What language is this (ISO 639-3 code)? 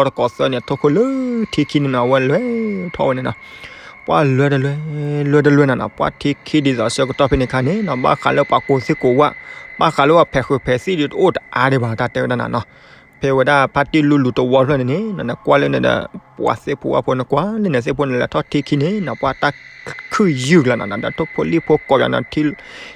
ksw